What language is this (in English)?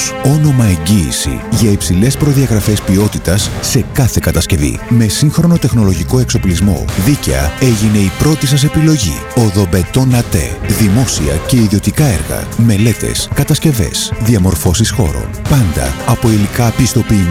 Greek